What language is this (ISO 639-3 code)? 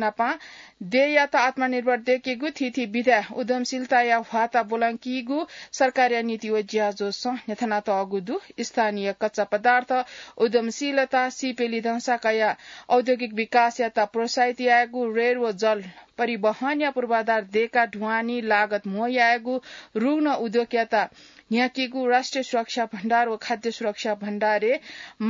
new